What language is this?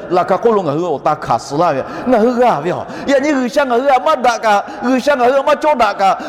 Lahu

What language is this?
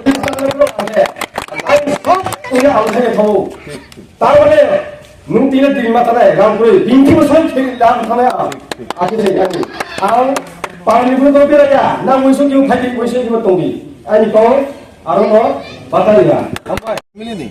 Kok Borok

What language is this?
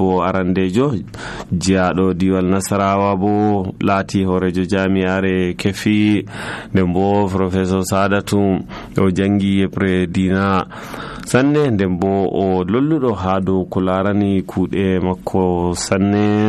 Nigerian Fulfulde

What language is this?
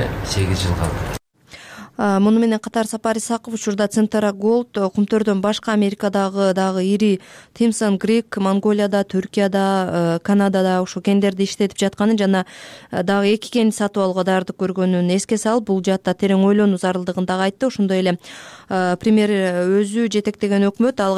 Kyrgyz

